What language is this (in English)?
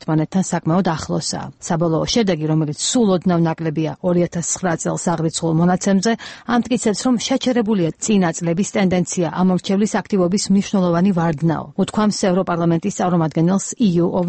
Georgian